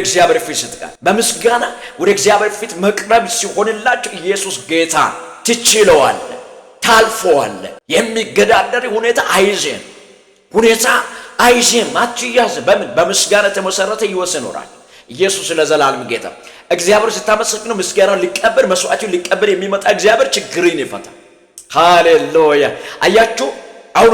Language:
Amharic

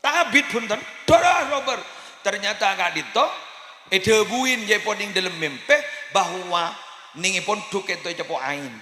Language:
Madurese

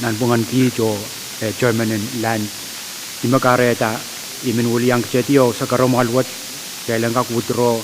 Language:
Pohnpeian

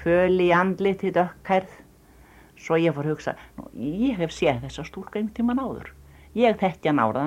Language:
Icelandic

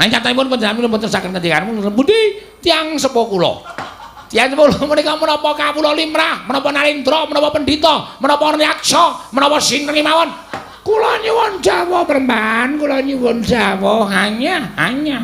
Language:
Javanese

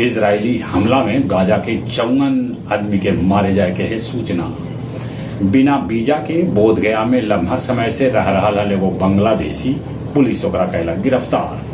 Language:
Magahi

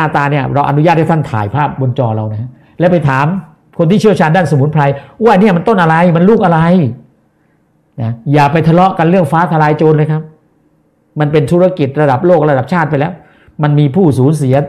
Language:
Thai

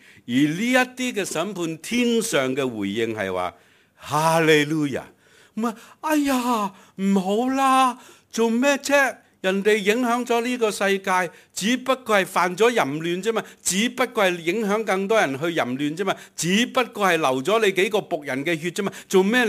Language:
Cantonese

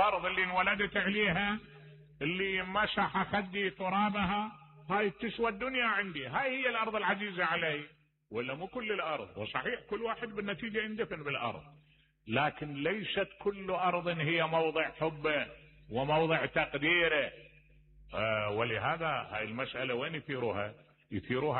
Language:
Mesopotamian Arabic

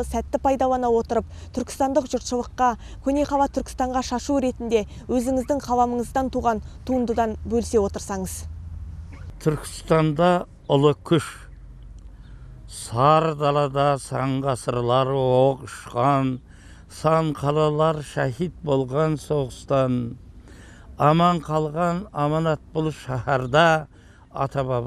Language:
Kazakh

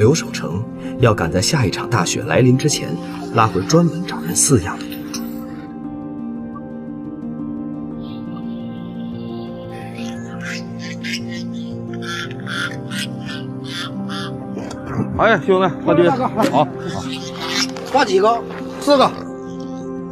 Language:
Chinese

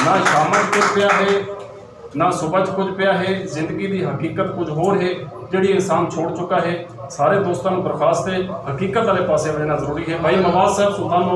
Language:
Saraiki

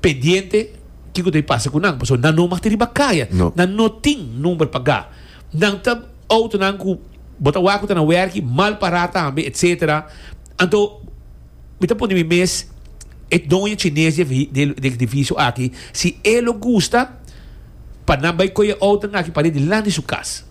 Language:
Papiamento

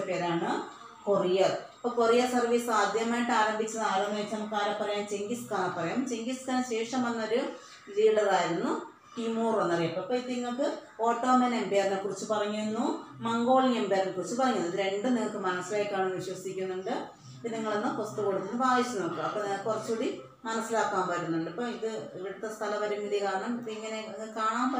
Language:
Malayalam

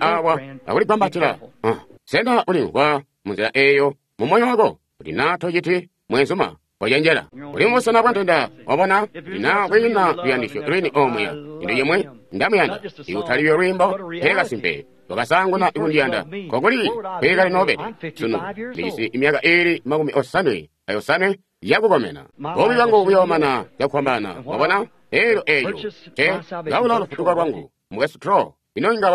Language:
Tonga (Zambia)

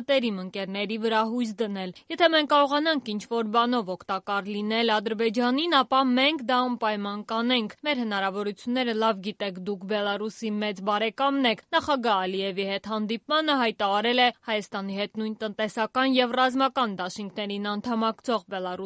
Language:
Armenian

